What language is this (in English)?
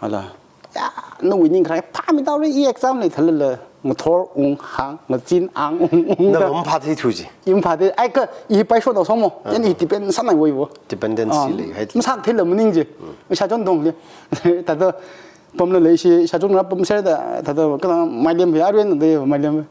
Tangkhul Naga (India)